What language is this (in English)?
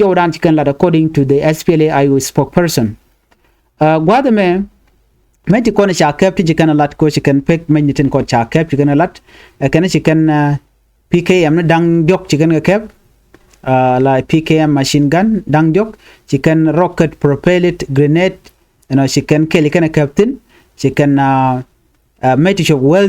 Nuer